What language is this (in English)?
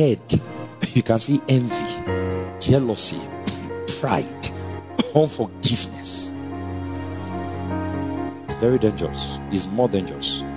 English